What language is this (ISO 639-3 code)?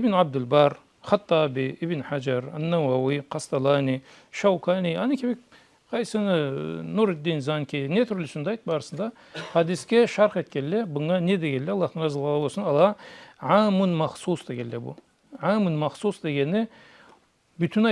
krc